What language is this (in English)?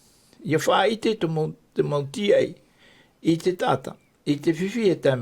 Tahitian